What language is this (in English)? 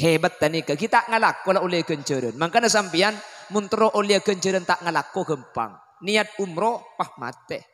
Madurese